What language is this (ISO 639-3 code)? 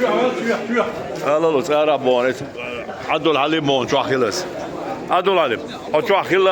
che